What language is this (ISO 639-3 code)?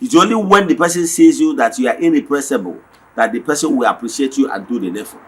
ibo